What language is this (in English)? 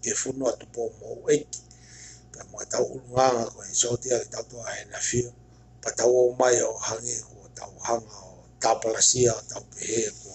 Tongan